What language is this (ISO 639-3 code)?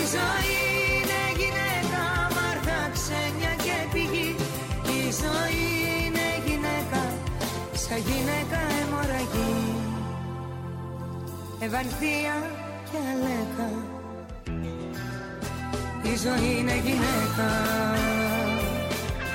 ell